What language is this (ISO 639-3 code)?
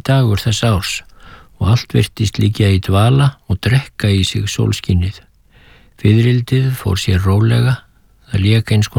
isl